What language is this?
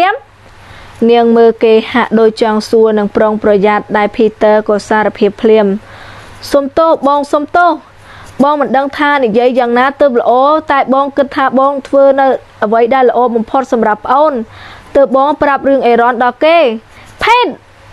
Khmer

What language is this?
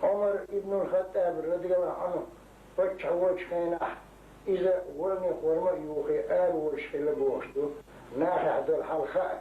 Chechen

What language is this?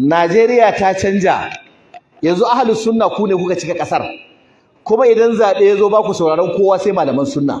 Hausa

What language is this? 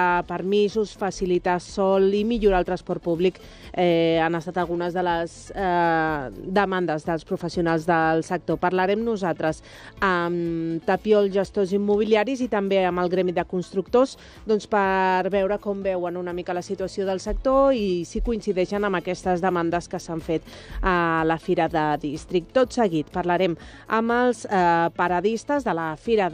Catalan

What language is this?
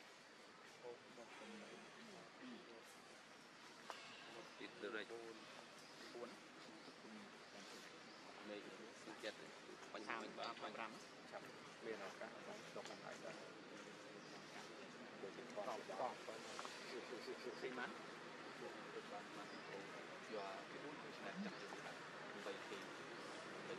Vietnamese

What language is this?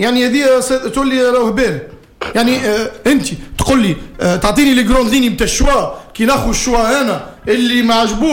Tunisian Arabic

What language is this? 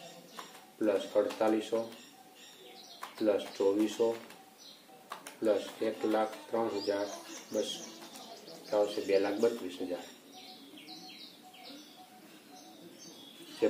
Gujarati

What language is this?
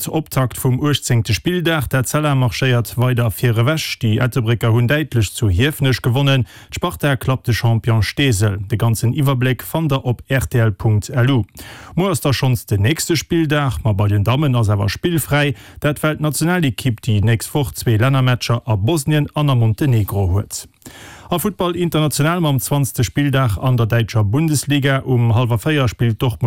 Luxembourgish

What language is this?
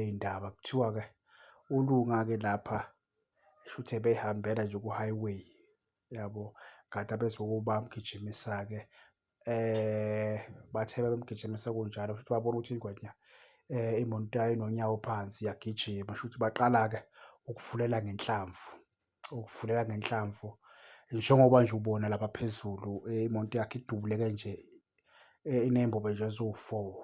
Zulu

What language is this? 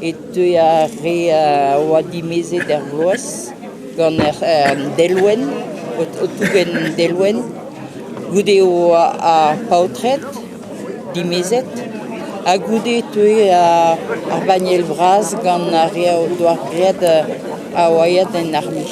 Breton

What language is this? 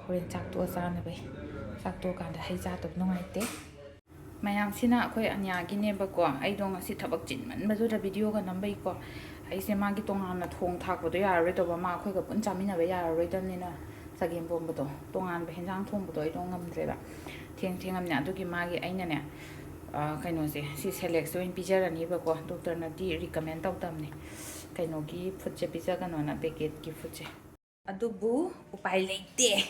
Manipuri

